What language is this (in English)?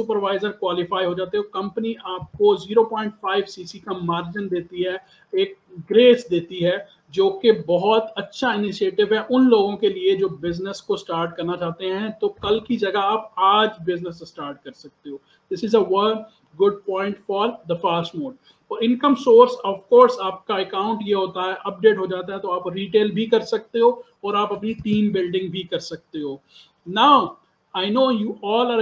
Hindi